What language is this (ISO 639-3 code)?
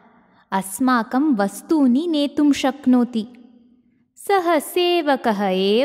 san